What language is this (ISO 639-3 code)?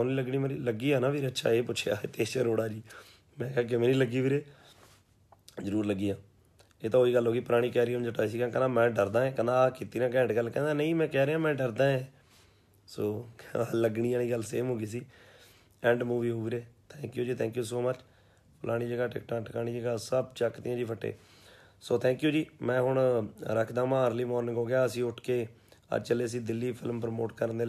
pan